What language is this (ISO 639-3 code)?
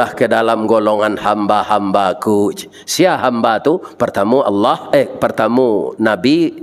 min